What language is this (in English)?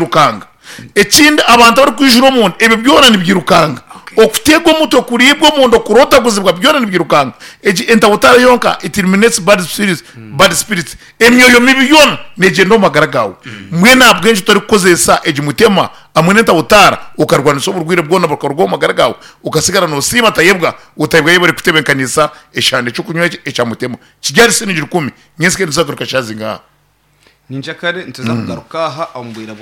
Nyankole